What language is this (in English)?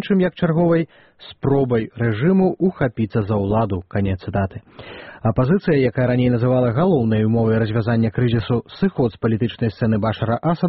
Belarusian